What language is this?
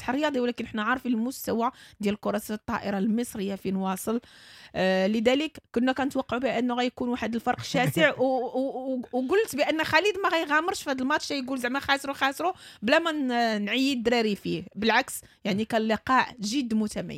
Moroccan Arabic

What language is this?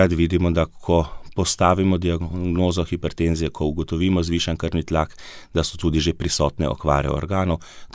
Slovenian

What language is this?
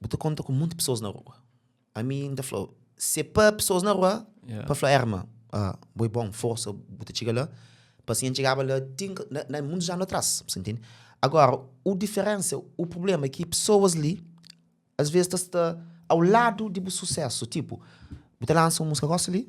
Kabuverdianu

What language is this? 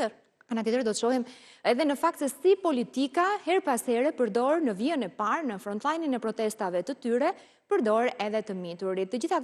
Albanian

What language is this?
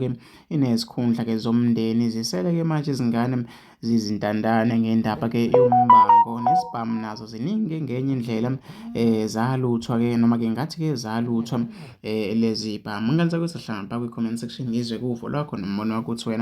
Zulu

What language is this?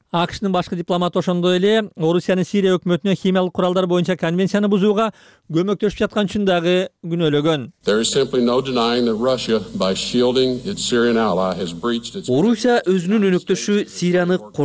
Kyrgyz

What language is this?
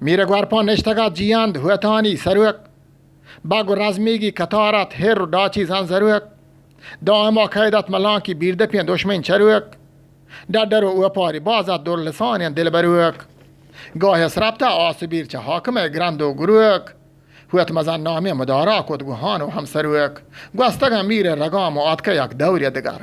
Eastern Balochi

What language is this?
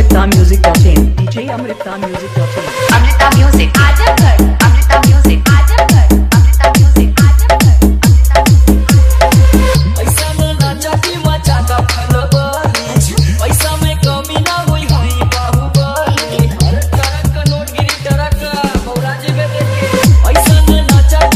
Bhojpuri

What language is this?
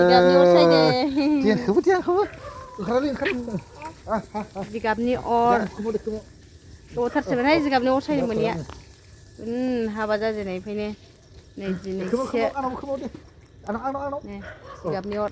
Bodo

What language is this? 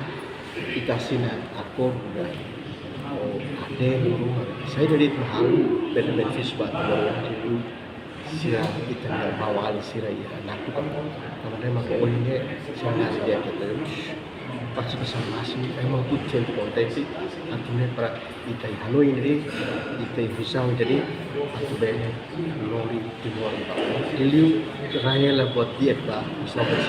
Tetum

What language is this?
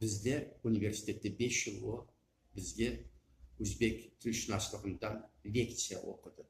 Crimean Tatar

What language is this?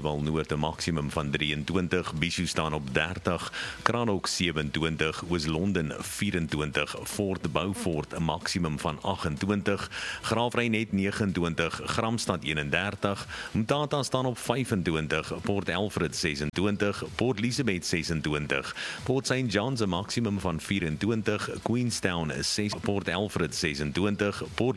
Afrikaans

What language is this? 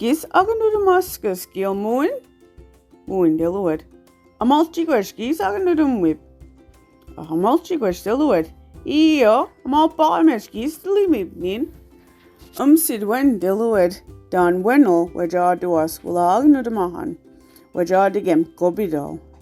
Mi'kmaw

